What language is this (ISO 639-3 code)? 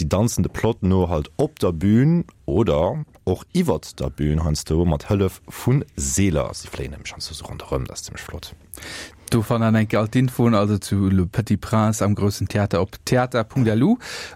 ltz